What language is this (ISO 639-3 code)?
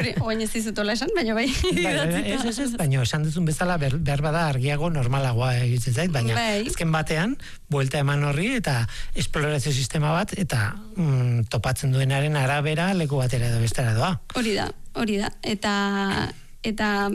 eus